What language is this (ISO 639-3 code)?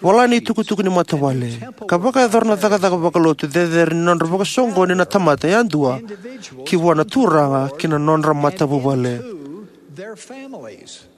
fij